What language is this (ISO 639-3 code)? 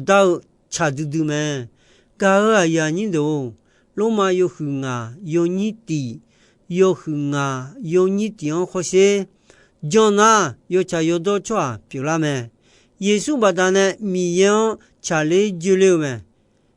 ahk